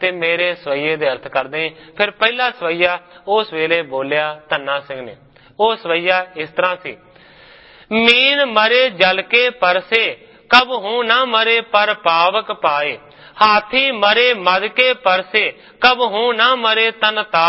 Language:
Punjabi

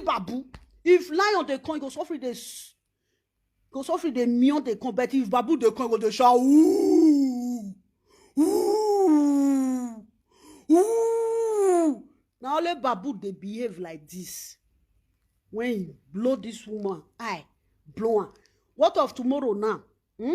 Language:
Nigerian Pidgin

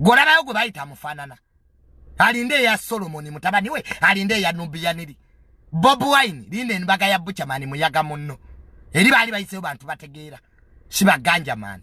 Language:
Ganda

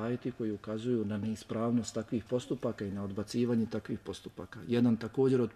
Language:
Bosnian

